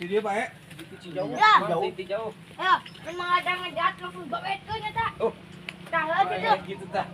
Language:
Sundanese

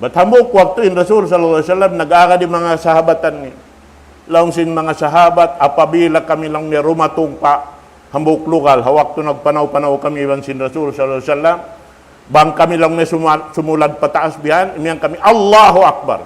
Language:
Tausug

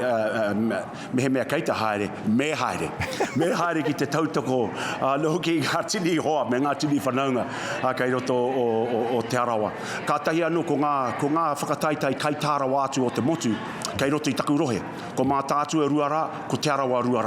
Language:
Māori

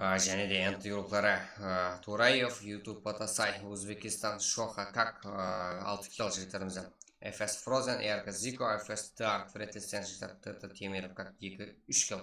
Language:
Kara-Kalpak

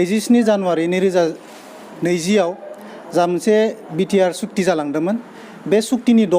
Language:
Bodo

